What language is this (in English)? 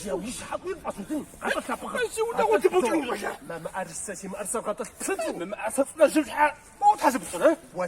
Kabardian